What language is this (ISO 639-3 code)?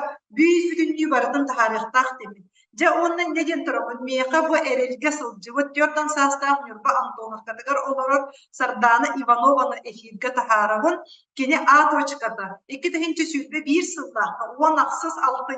sah